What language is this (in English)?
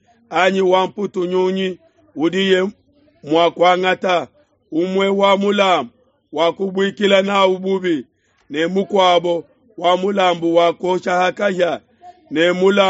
Luba-Lulua